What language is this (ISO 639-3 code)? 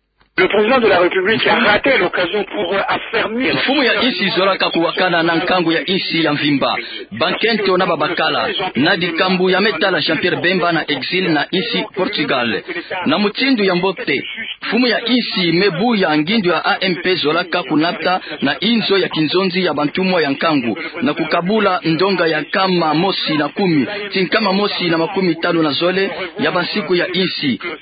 ktu